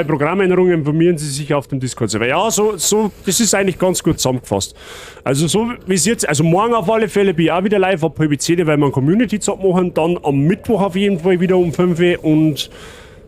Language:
Bavarian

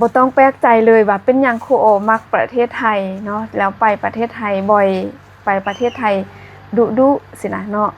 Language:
Lao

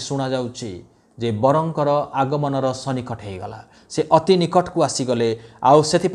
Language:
Odia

